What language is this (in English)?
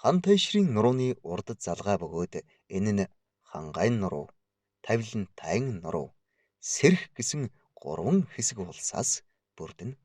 Mongolian